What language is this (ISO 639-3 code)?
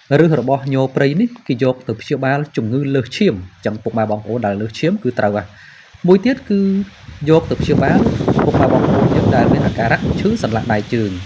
khm